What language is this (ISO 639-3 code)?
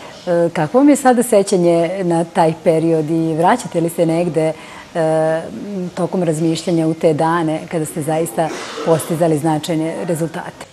srp